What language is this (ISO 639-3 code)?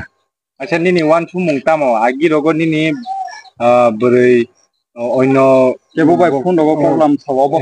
ria